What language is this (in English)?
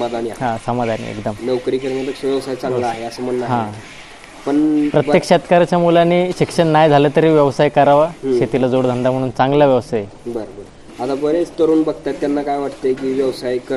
Marathi